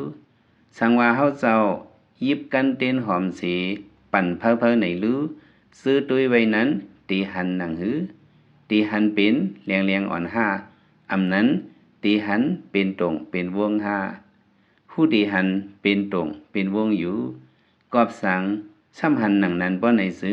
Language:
Lao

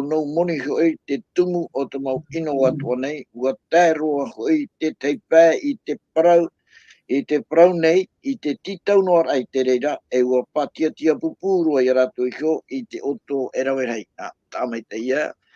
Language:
Tahitian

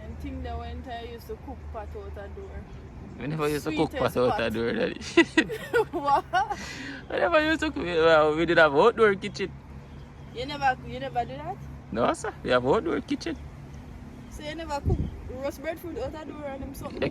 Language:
Jamaican Creole English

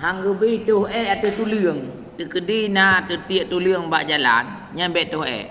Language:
Achinese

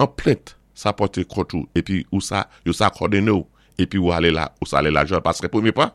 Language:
Saint Lucian Creole French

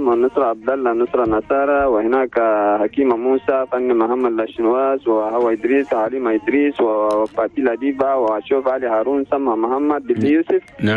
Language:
Chadian Arabic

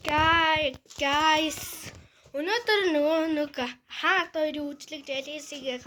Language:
Mongolian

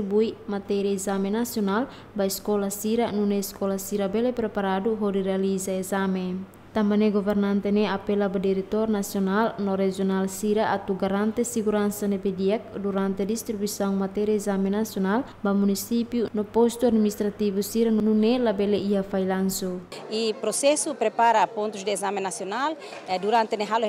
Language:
Tetum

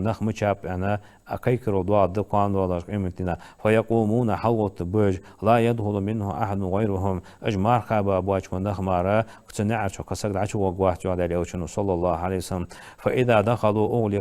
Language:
Ingush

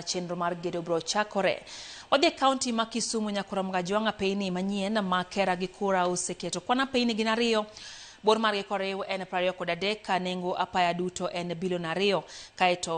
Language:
Luo (Kenya and Tanzania)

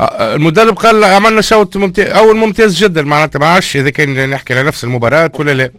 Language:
Tunisian Arabic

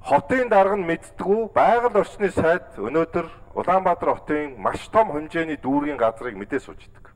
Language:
Mongolian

